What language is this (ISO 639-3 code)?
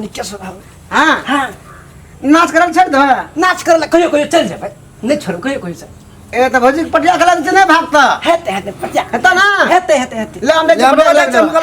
mai